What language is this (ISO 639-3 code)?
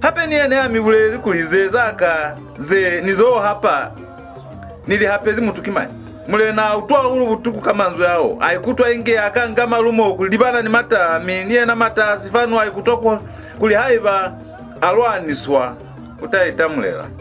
loz